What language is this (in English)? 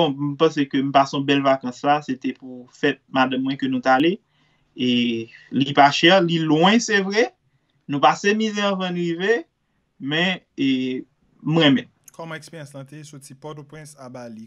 Haitian Creole